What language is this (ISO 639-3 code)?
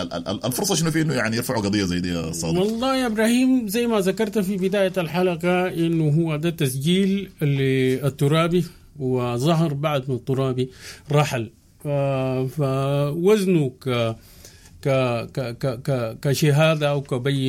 apd